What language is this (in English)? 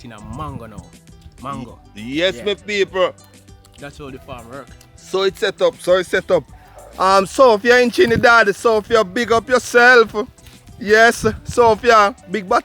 Jamaican Creole English